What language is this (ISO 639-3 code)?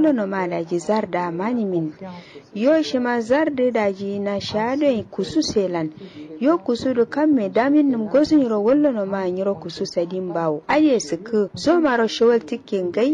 kau